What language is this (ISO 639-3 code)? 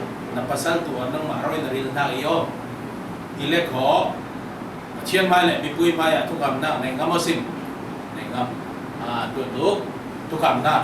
cfm